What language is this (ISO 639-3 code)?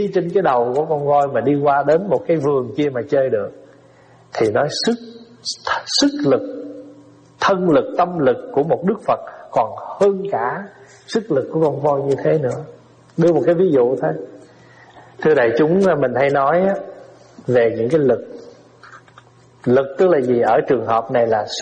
vie